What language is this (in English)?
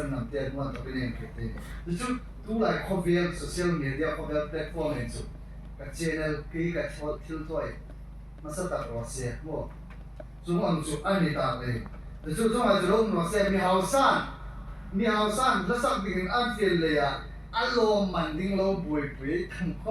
Hmar